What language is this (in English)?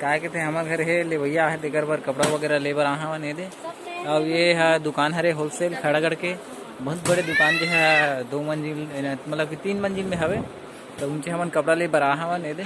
Chhattisgarhi